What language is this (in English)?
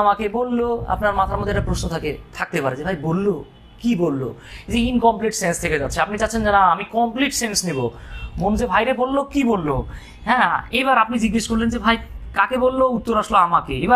Bangla